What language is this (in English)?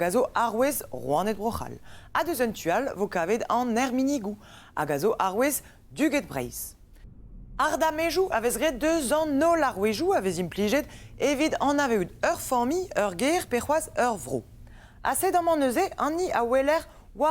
Breton